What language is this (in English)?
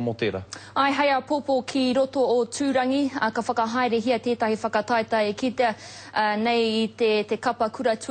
Māori